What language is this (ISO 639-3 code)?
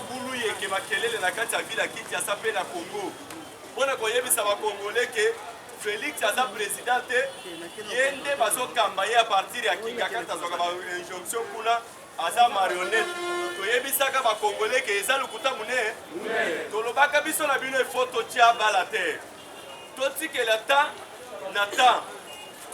lin